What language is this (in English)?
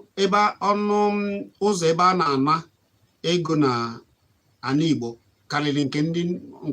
Igbo